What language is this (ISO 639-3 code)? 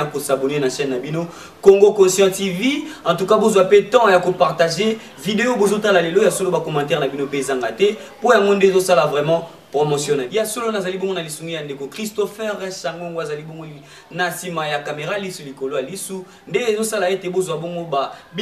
lin